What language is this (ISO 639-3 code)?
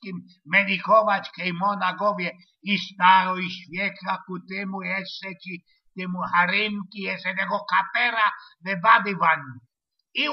szl